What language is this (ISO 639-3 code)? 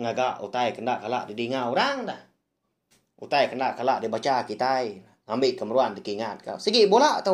iba